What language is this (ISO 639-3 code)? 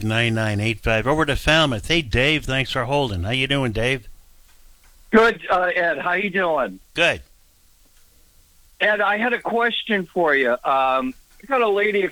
eng